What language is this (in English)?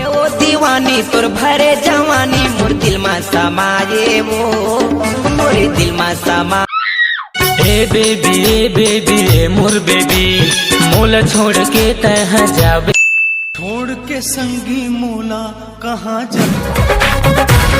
Chhattisgarhi